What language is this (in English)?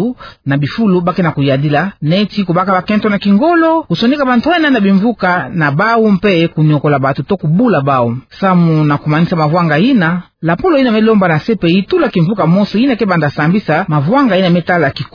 Kituba (Democratic Republic of Congo)